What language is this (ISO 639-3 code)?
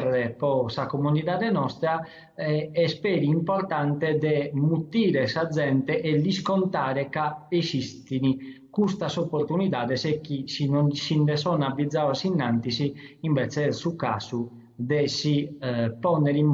srd